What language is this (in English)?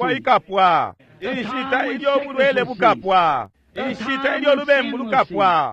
Bemba